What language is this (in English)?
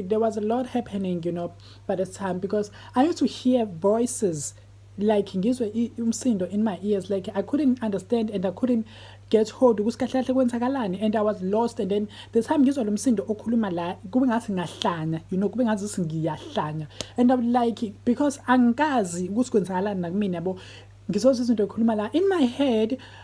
Zulu